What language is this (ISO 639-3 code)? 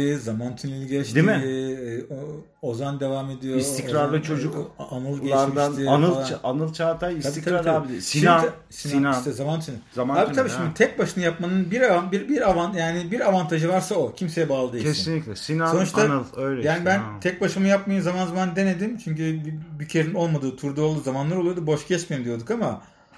tur